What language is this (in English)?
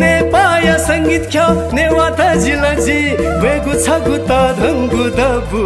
Newari